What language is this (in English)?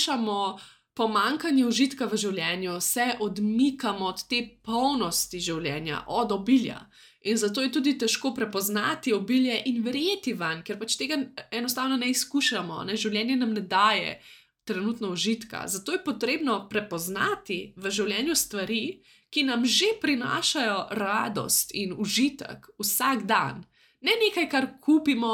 Slovenian